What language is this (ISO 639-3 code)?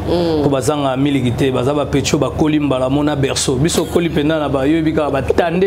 lin